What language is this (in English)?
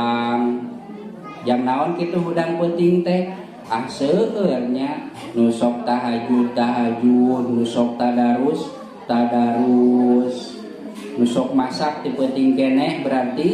Sundanese